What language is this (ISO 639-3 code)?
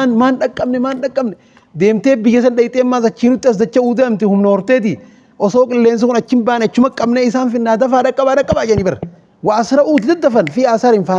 orm